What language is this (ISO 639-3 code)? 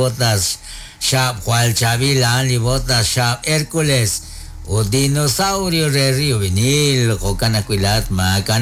kek